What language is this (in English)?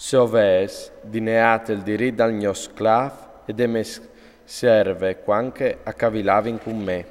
Friulian